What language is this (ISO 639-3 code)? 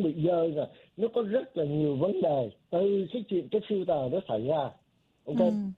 vie